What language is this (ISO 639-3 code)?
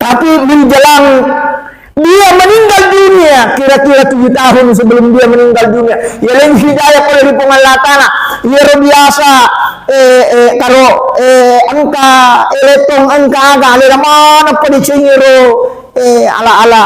bug